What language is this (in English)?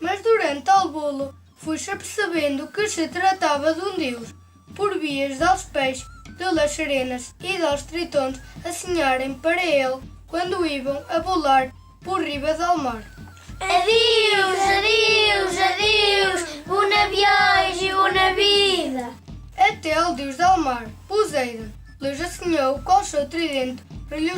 Mirandese